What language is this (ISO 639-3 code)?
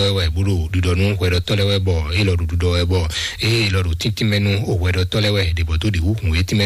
fon